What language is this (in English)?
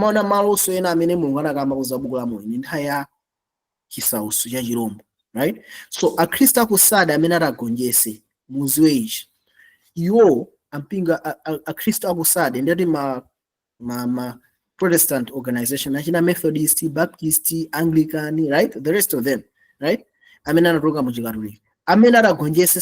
Nyanja